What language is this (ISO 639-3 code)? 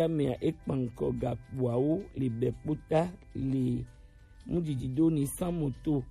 gej